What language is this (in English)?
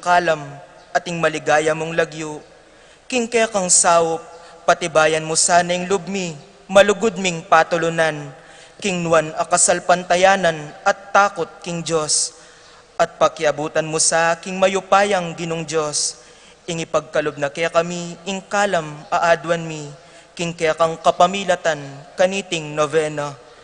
Pampanga